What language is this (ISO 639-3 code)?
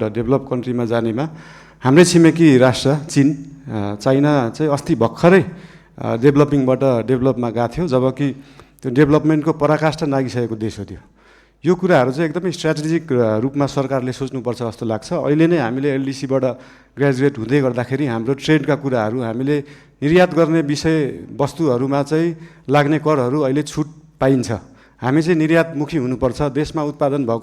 nep